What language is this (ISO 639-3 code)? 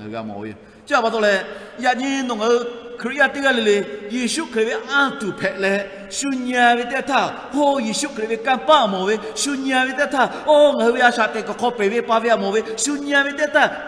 lhu